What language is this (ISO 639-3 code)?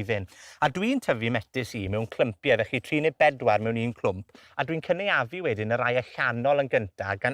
cym